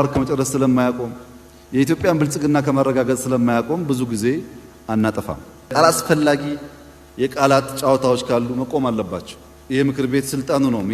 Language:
Amharic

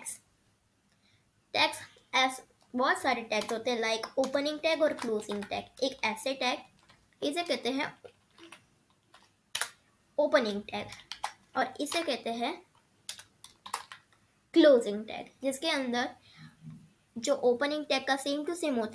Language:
Hindi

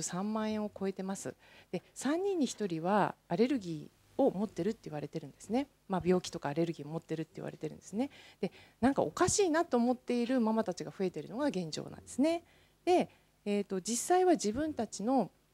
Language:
Japanese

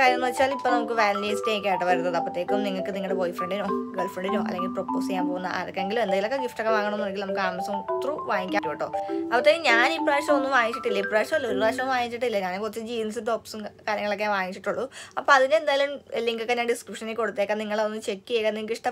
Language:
Malayalam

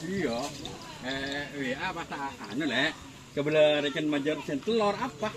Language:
Madurese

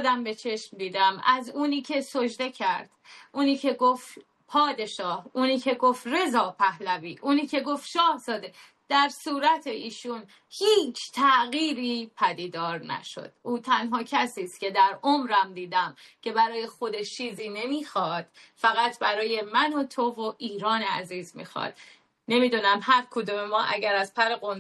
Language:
Persian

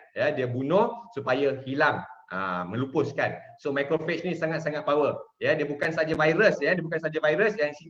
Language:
Malay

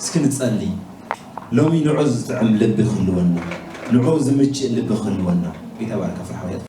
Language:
Tigrinya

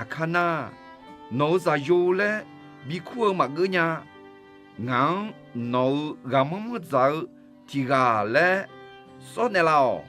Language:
Akha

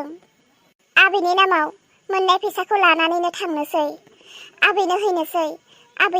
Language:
Bodo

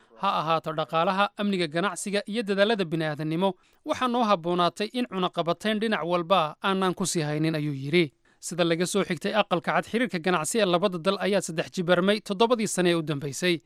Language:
Somali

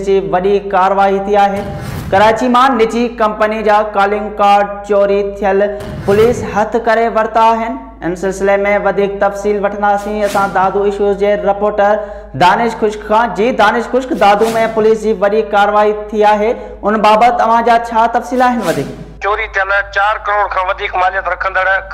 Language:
Sindhi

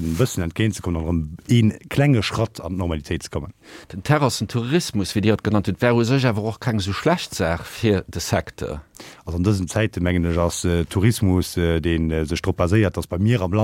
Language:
Luxembourgish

